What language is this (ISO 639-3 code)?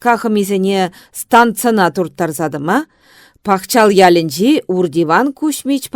chv